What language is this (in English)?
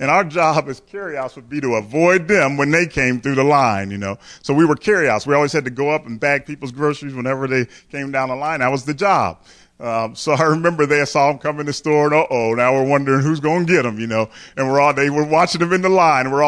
English